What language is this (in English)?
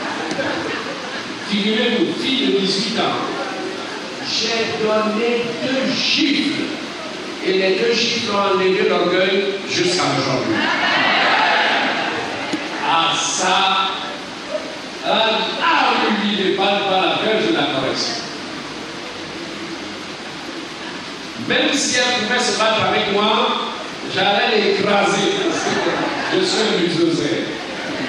French